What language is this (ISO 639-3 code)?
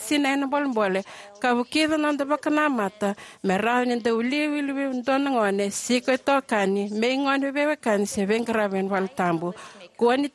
fij